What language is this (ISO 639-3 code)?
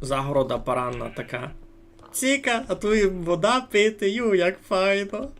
rue